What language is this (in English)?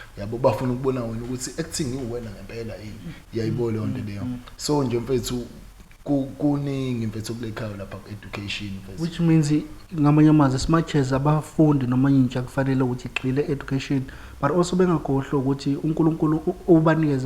Zulu